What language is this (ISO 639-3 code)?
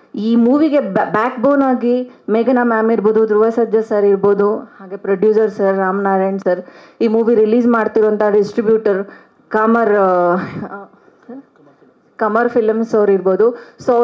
kan